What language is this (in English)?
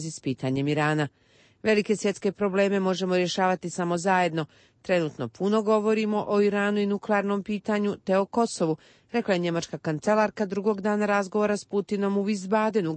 Croatian